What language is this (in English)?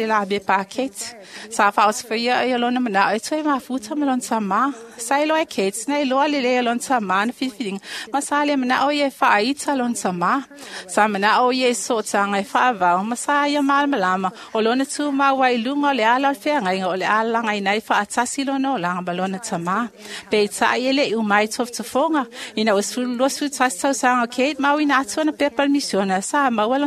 Samoan